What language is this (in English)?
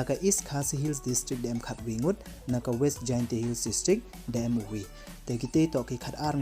Pnar